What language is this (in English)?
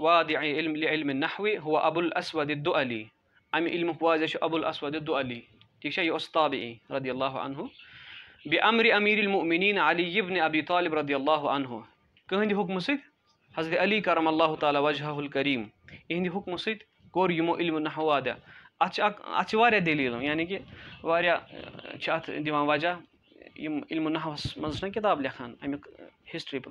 Kashmiri